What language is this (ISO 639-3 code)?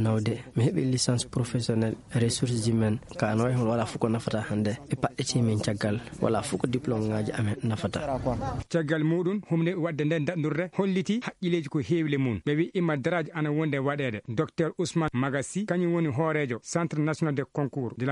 ful